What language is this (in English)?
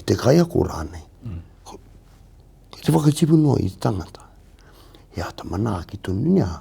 Māori